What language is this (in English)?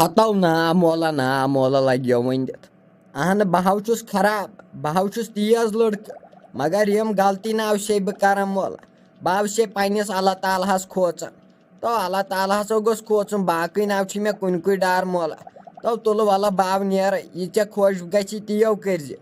Kashmiri